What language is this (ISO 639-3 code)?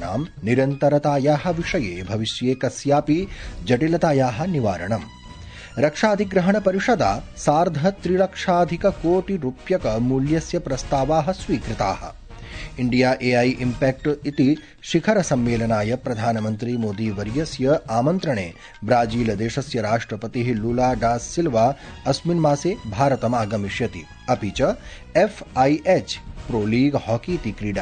san